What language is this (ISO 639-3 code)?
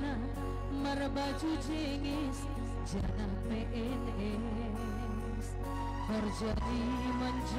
bts